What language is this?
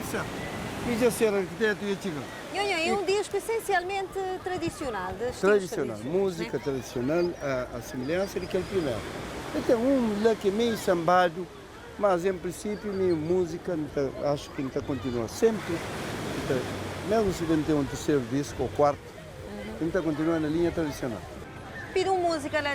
Kabuverdianu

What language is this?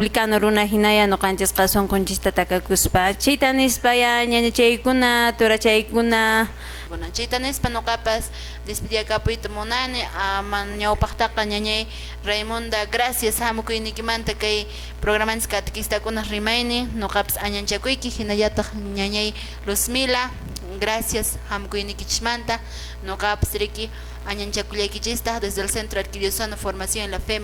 Quechua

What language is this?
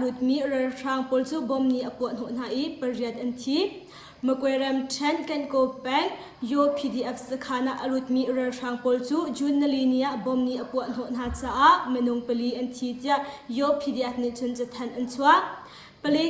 Hakha Chin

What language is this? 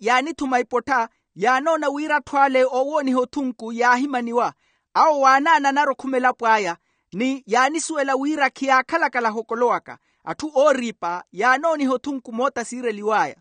Makhuwa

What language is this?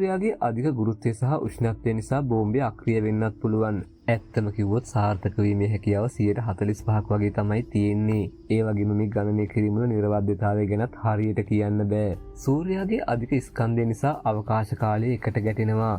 Sinhala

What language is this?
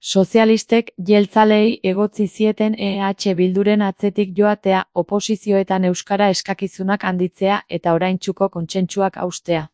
Basque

